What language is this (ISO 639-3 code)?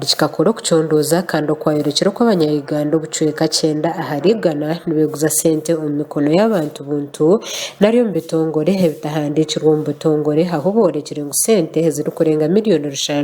nyn